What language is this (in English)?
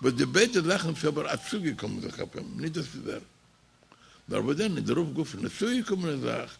Yiddish